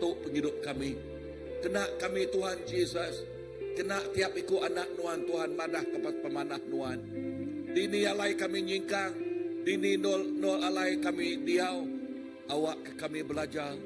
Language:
Iban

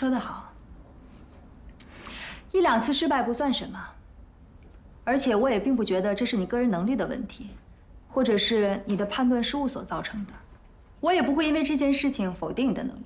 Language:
Chinese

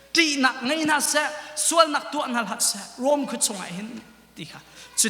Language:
Hakha Chin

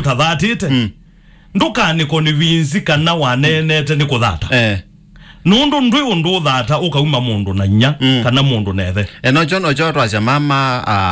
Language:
Kamba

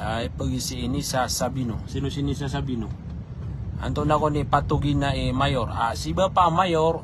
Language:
Maranao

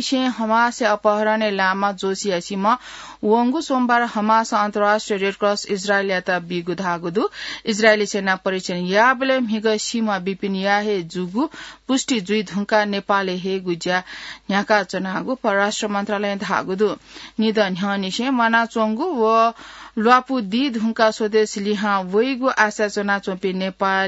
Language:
Newari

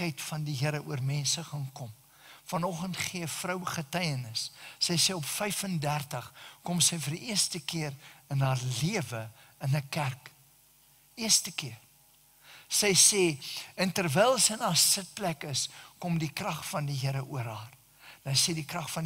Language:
Afrikaans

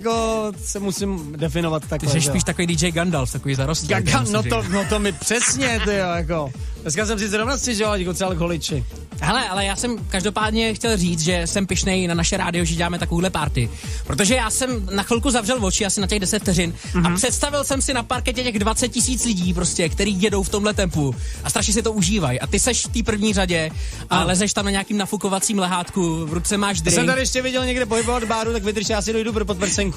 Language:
Czech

